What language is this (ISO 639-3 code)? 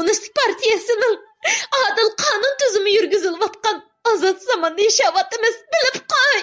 uig